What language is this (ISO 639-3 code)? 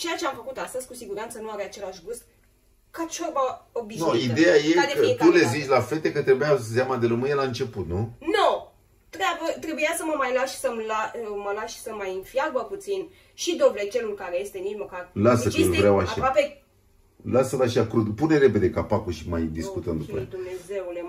ron